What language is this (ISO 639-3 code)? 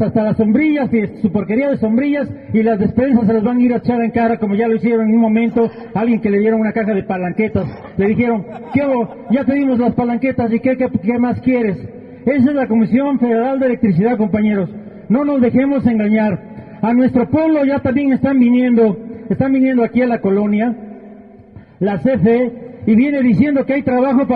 spa